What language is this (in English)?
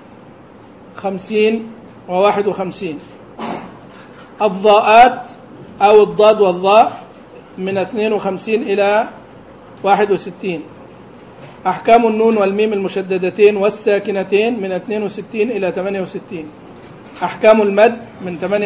Arabic